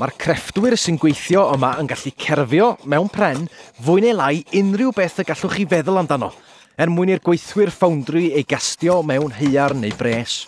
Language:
Welsh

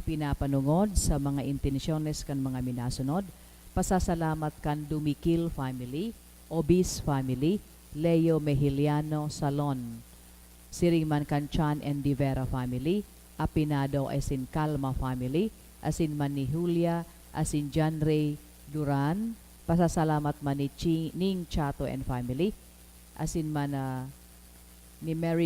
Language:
Bikol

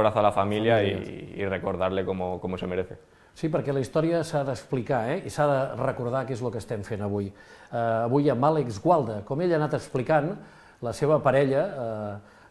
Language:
Catalan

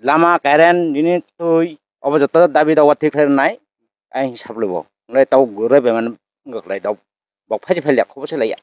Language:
Kok Borok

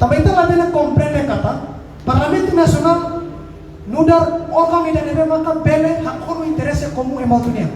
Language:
Tetum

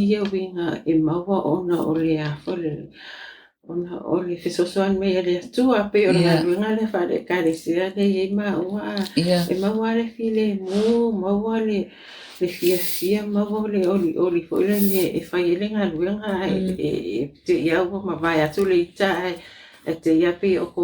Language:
Samoan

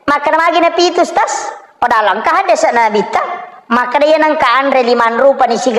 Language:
Buginese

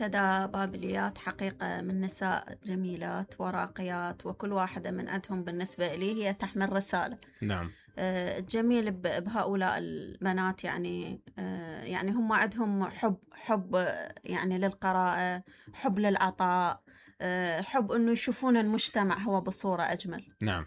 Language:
Mesopotamian Arabic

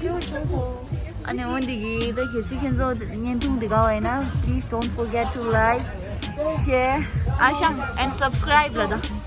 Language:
Tibetan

